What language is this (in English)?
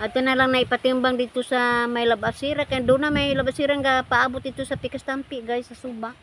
Cebuano